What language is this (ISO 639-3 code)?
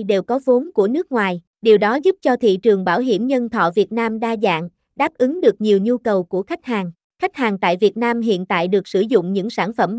vie